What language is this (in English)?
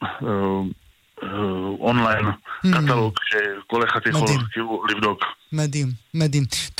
Hebrew